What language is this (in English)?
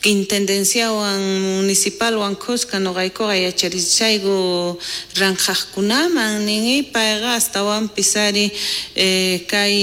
South Bolivian Quechua